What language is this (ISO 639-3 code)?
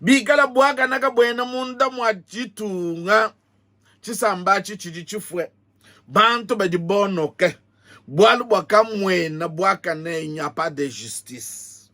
lua